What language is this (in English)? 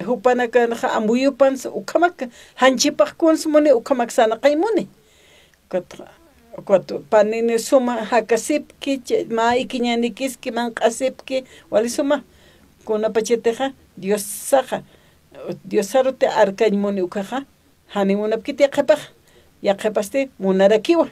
Aymara